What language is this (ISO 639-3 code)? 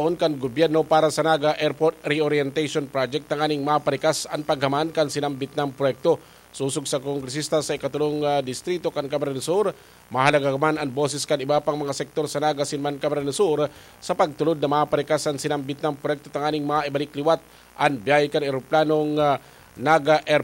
bik